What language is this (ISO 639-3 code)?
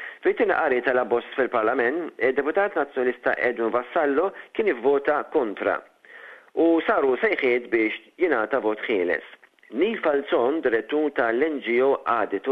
mlt